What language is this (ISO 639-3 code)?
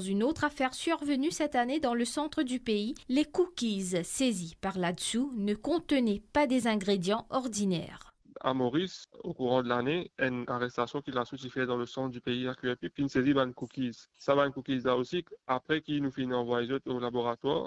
mfe